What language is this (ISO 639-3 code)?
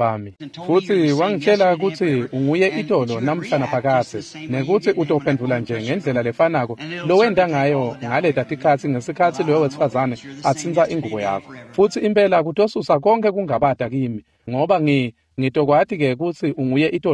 ssw